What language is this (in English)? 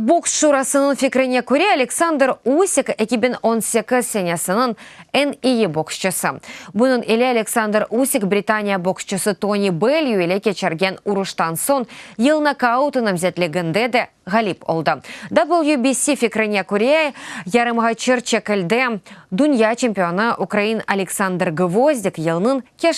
Crimean Tatar